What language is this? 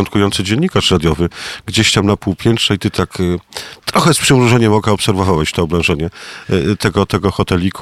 Polish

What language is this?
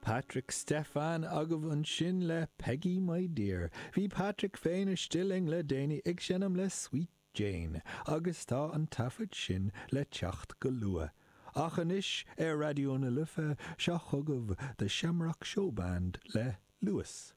Irish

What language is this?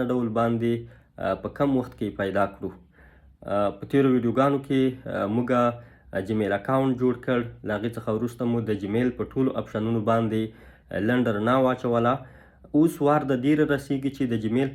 Pashto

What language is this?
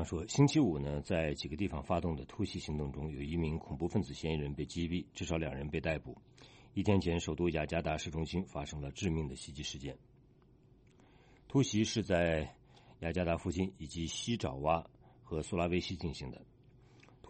Chinese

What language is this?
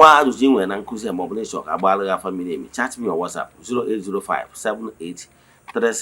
Igbo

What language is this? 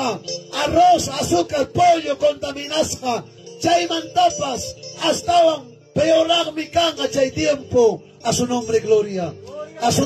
Ayacucho Quechua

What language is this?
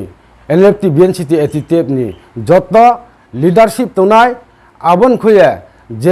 Riang (India)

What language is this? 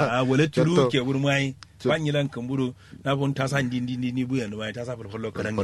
Kanuri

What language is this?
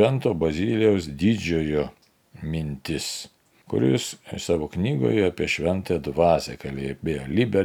Lithuanian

